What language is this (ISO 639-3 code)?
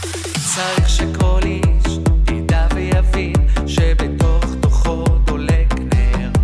heb